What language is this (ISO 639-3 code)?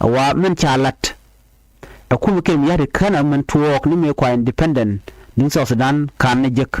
nus